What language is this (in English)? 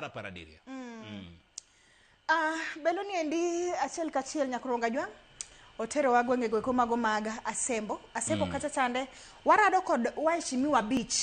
Luo (Kenya and Tanzania)